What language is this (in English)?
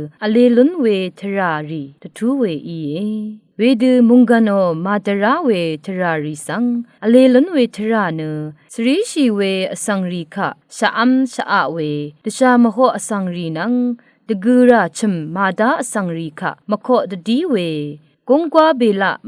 Rawang